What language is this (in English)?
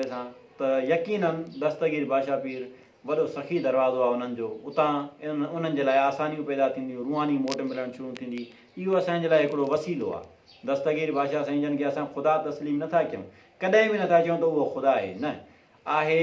Sindhi